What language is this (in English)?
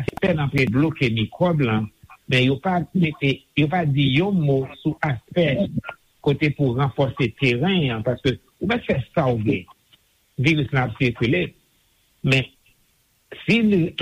Haitian Creole